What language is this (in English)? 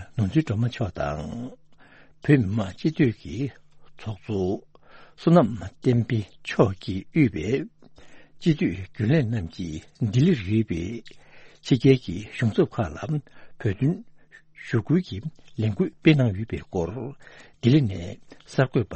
Tibetan